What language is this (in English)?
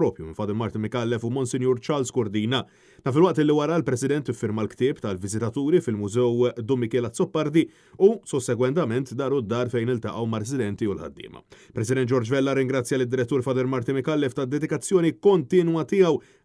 Maltese